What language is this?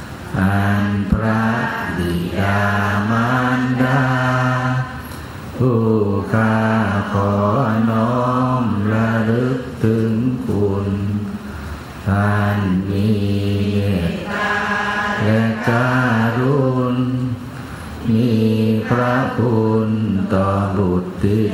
Thai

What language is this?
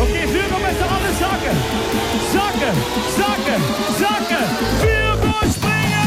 Limburgish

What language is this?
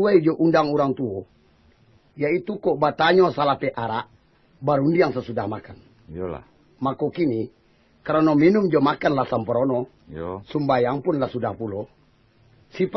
Minangkabau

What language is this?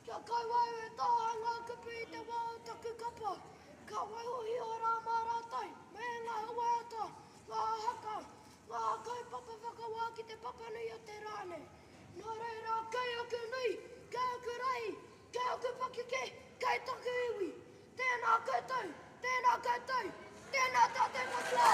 Māori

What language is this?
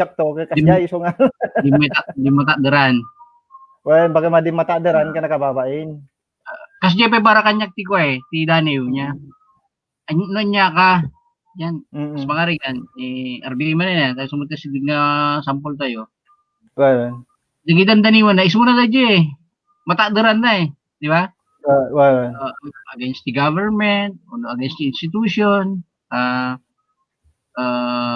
Iloko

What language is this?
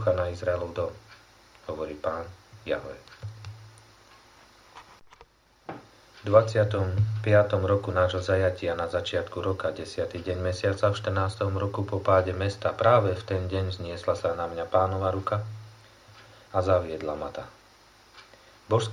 Slovak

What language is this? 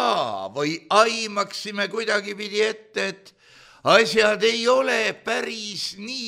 Estonian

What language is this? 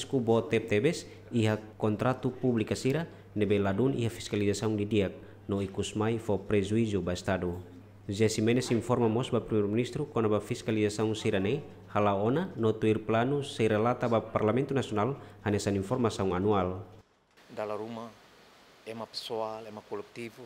Tetum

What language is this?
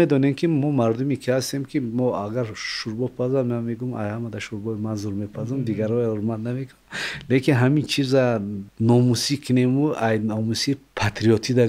Tajik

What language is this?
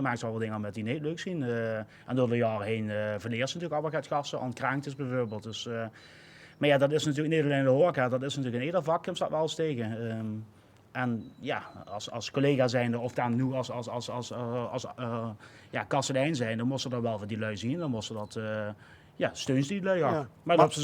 Limburgish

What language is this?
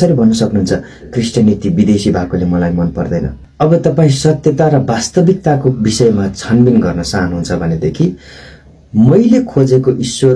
Nepali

